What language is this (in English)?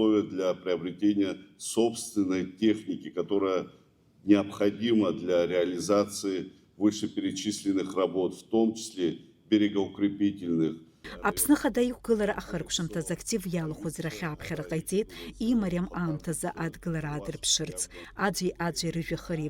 Abkhazian